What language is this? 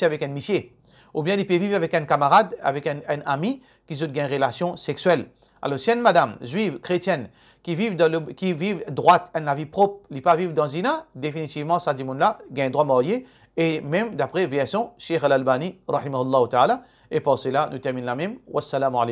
Morisyen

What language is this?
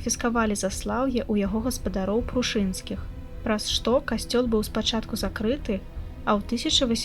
Belarusian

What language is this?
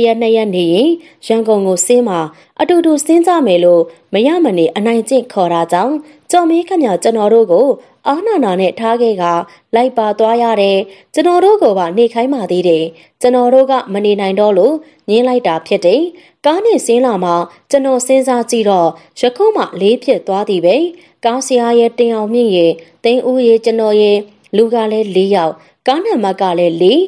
Burmese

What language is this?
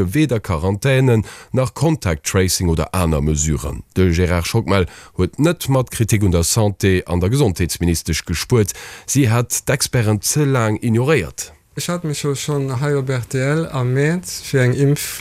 Luxembourgish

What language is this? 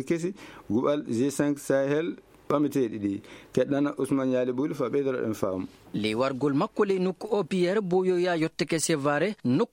Fula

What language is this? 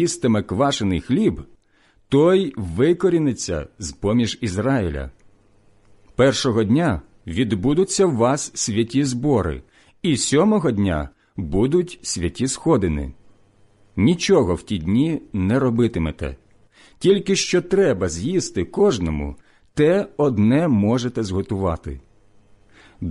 Ukrainian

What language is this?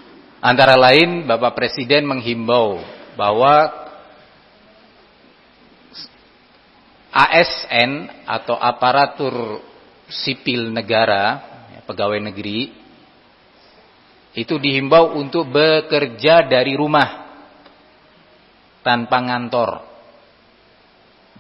Indonesian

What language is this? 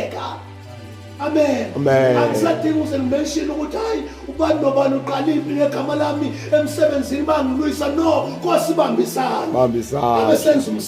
Zulu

